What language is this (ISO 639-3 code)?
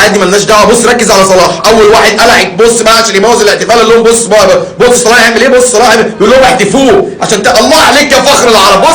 arz